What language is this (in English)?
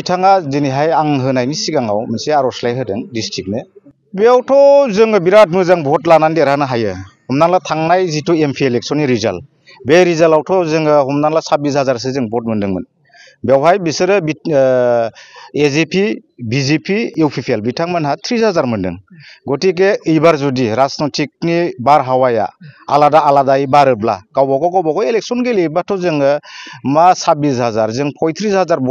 Bodo